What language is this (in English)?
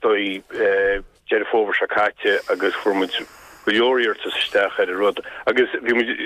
Irish